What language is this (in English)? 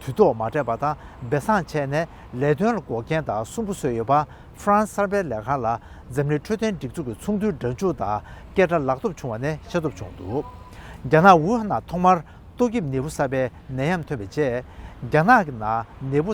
Tibetan